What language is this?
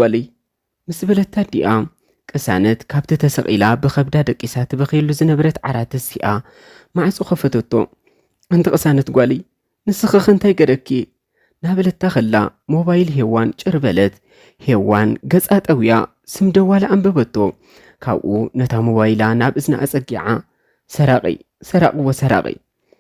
Tigrinya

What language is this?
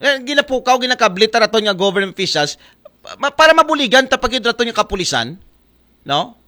Aklanon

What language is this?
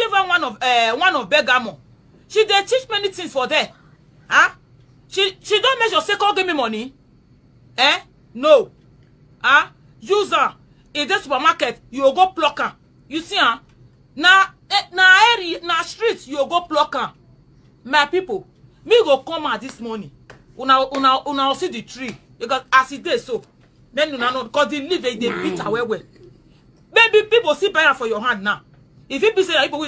Nigerian Pidgin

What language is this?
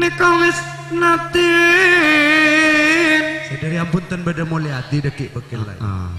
Madurese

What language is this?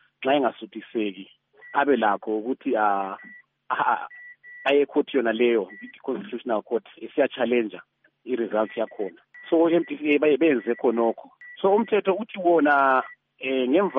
North Ndebele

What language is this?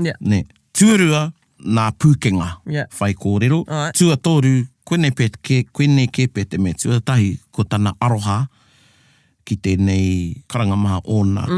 Māori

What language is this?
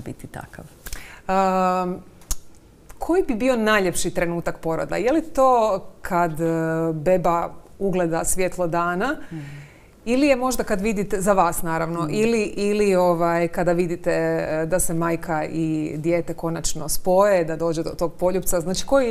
Croatian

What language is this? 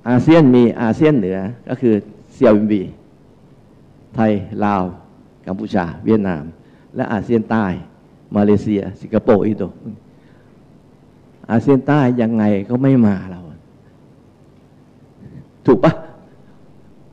Thai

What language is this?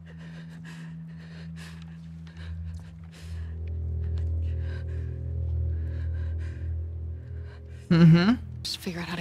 Romanian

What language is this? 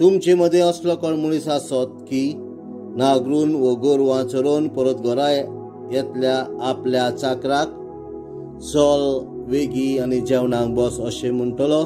Konkani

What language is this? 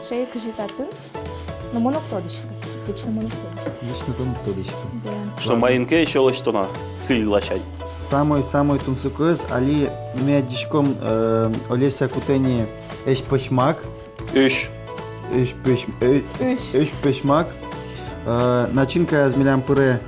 Udmurt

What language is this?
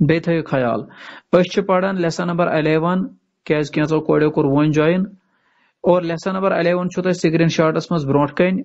Kashmiri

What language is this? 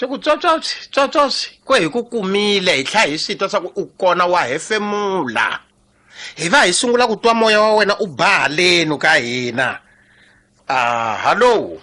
Tsonga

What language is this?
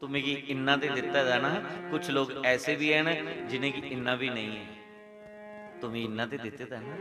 Dogri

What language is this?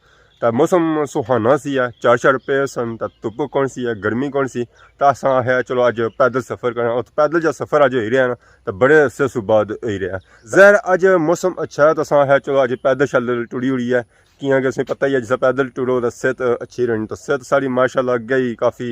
Pahari-Potwari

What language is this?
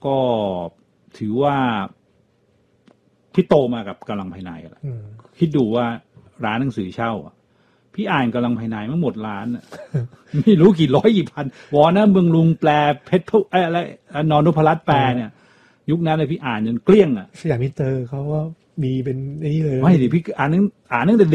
Thai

